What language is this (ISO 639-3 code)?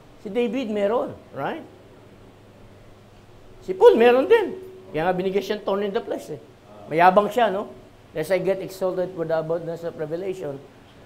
fil